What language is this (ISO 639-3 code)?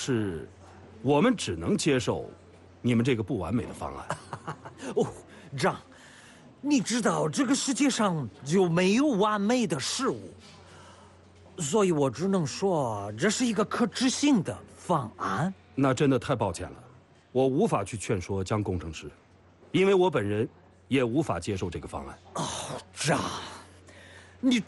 zho